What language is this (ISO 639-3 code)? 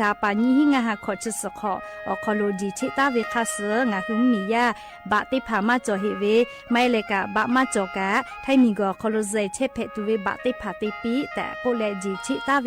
lhu